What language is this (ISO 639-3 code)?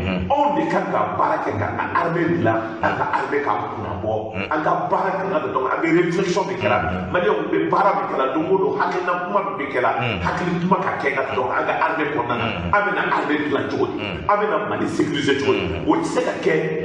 bam